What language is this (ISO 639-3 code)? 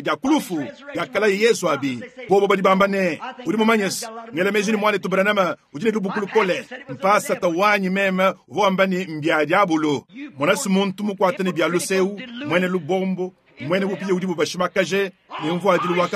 lua